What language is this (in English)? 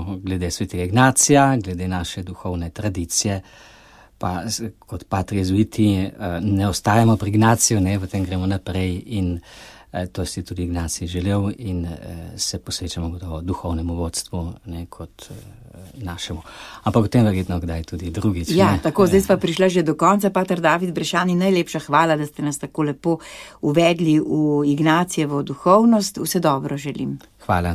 Slovenian